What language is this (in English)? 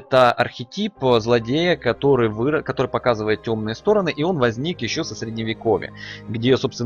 Russian